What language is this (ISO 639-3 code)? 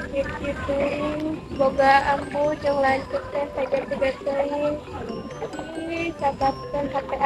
sun